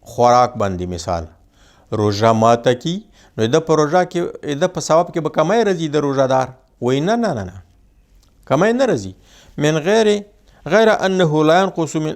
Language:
Pashto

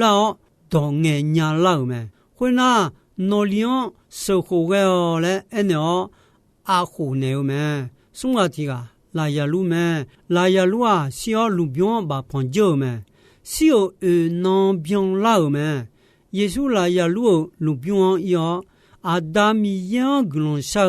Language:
Akha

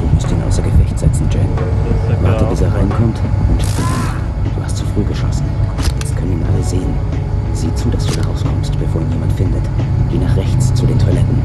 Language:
Bavarian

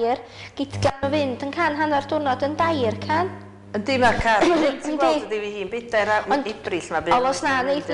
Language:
Welsh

